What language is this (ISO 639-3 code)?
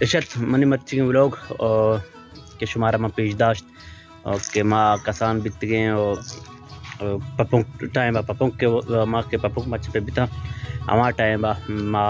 bal